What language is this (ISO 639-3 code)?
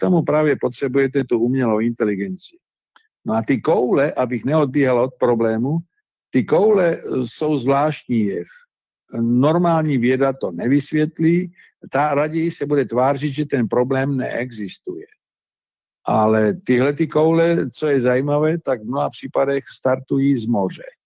ces